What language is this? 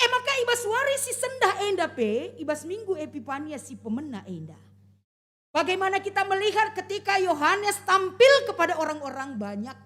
Batak Karo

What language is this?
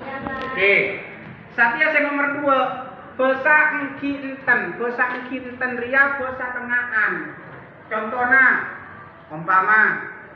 Madurese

